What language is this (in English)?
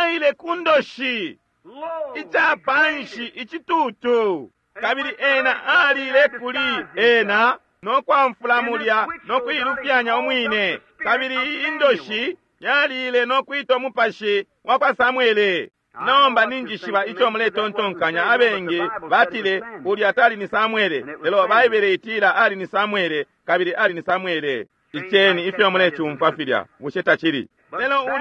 Bemba